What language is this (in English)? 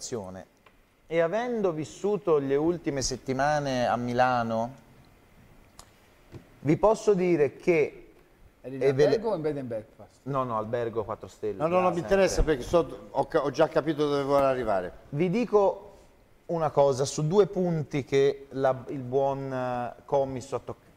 Italian